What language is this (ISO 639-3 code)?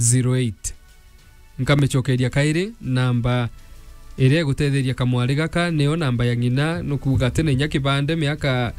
mer